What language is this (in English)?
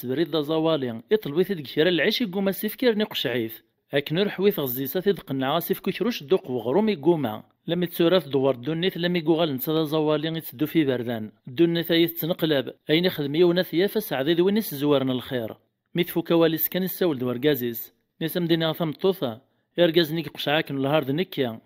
Kabyle